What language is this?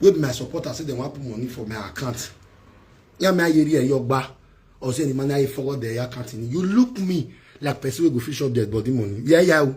Nigerian Pidgin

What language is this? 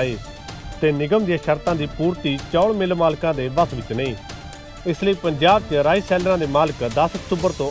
Punjabi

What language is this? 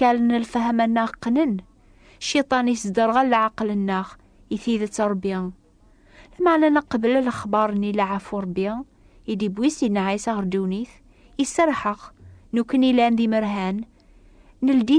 Kabyle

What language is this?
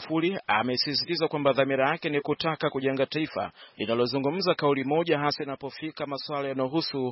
Swahili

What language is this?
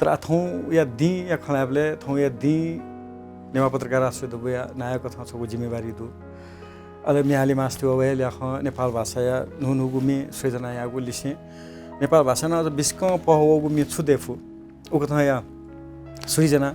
Newari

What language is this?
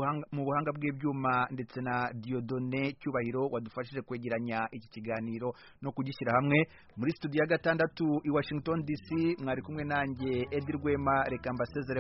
Kinyarwanda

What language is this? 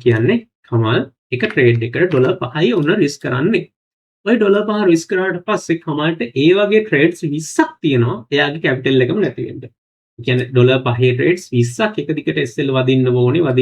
Sinhala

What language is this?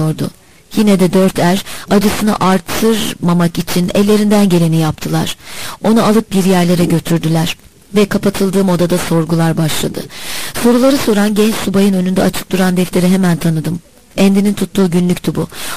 Turkish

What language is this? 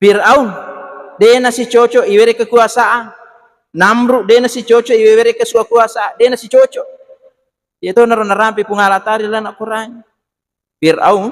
Buginese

